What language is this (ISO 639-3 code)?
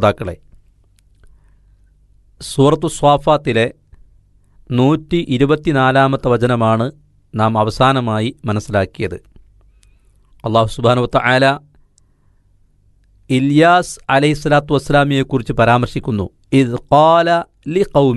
mal